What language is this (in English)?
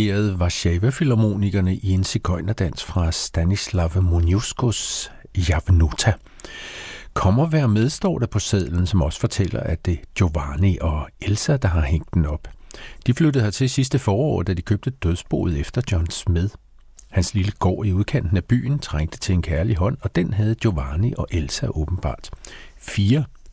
Danish